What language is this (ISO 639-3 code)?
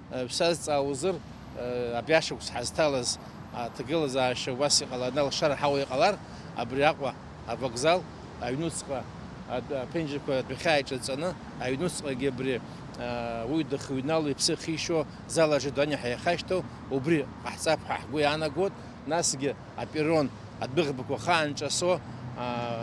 abk